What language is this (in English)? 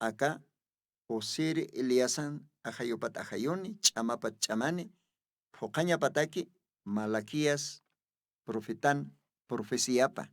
Aymara